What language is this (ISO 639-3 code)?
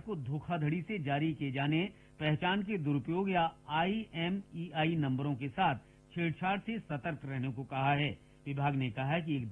hin